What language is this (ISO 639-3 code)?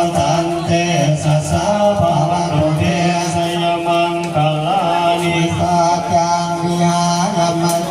pli